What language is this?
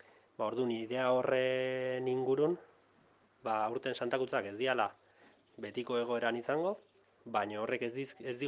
Basque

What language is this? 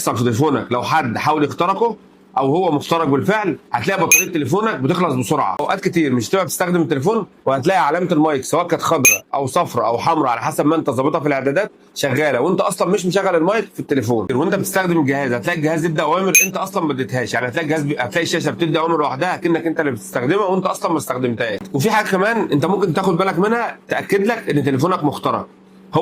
Egyptian Arabic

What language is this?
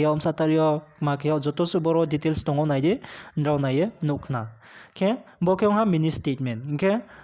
Riang (India)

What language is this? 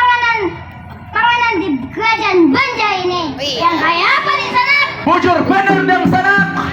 Banjar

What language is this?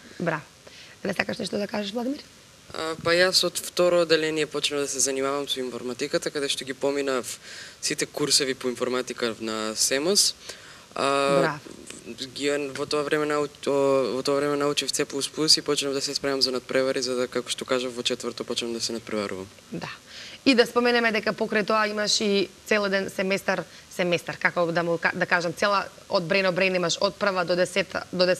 Macedonian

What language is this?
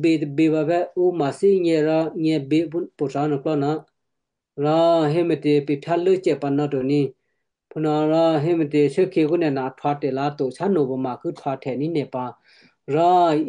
Western Kayah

